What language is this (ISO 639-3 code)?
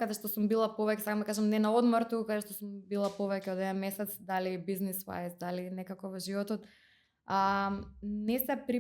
mkd